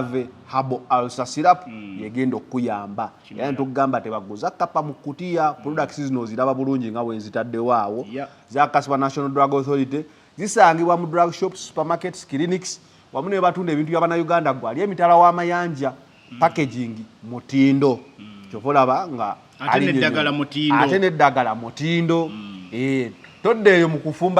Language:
Ganda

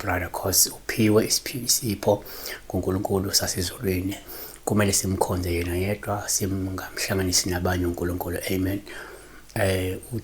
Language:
Zulu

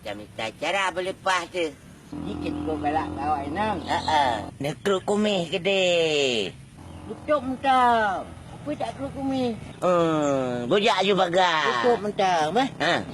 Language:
Achinese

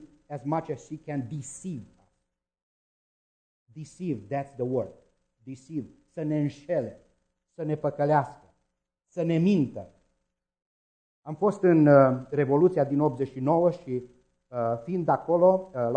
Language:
Romanian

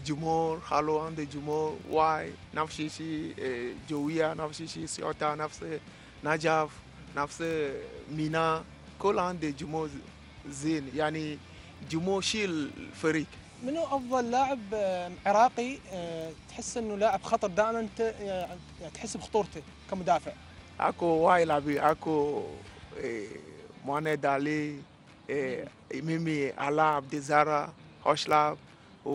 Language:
Mesopotamian Arabic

